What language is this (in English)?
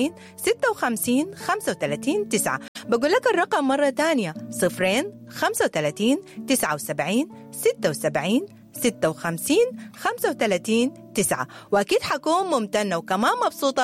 Sudanese Arabic